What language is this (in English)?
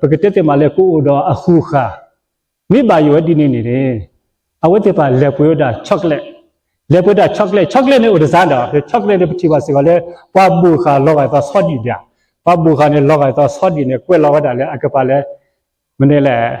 S'gaw Karen